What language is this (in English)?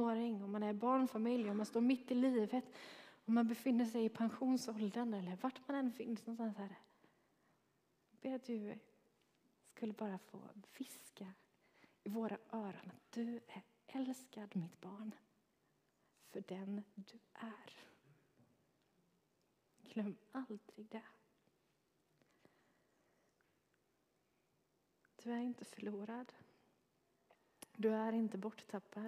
Swedish